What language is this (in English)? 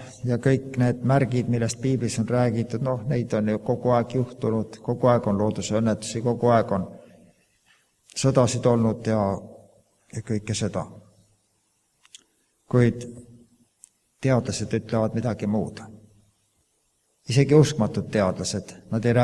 Estonian